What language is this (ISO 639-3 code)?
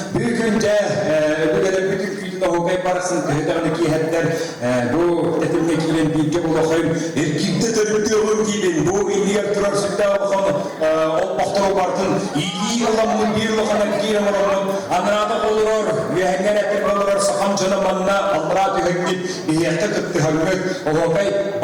sah